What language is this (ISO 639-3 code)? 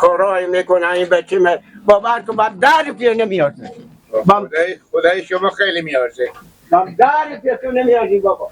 fas